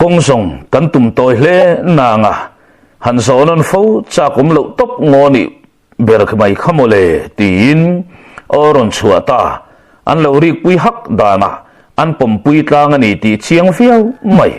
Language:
Mizo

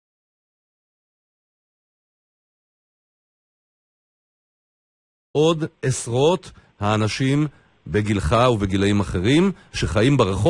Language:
Hebrew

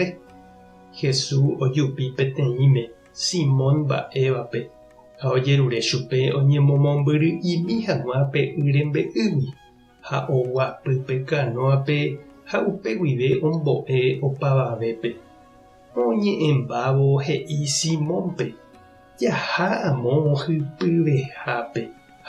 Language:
Guarani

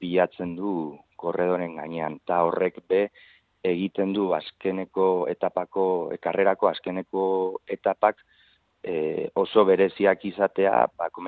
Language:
Basque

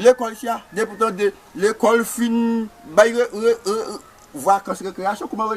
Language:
Haitian Creole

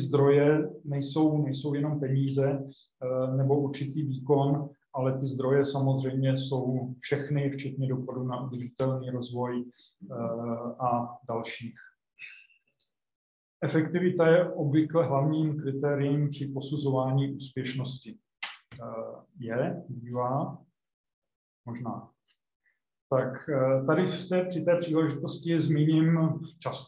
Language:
Czech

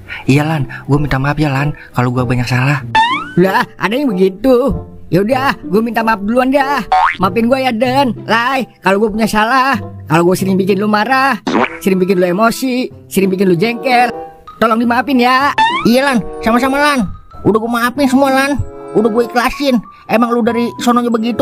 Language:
Betawi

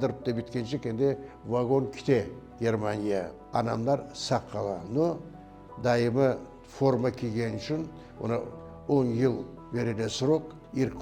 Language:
Crimean Tatar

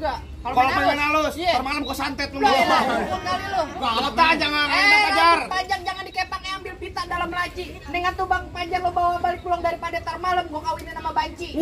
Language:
Betawi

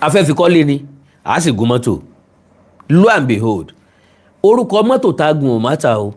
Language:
Yoruba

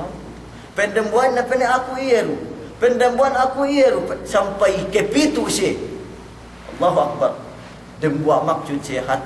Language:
Yakan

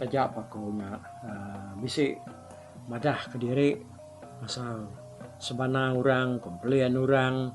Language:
Iban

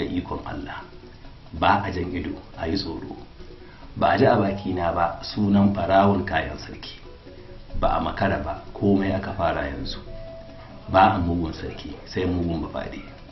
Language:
Hausa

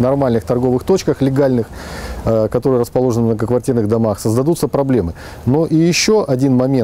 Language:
Russian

